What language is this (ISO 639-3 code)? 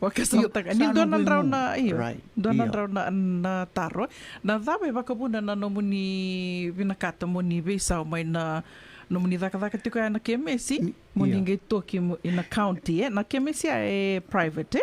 fij